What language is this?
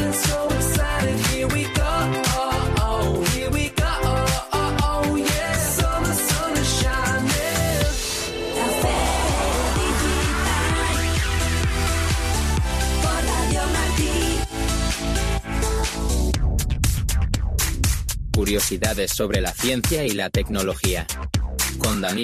Spanish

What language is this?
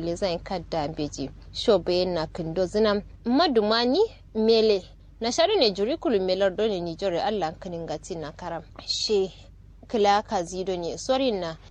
Kanuri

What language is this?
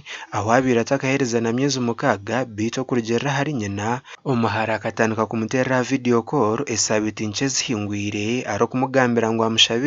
Nyankole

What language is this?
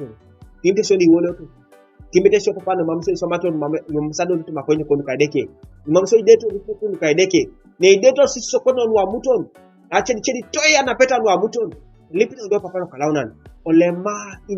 Teso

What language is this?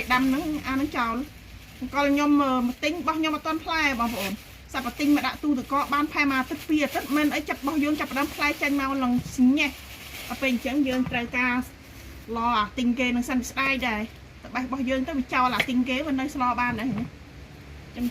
Khmer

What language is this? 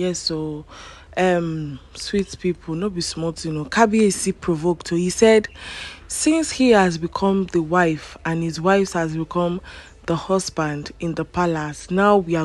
Nigerian Pidgin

